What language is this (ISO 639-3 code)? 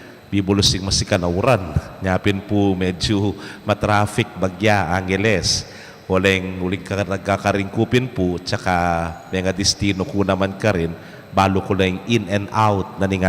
pam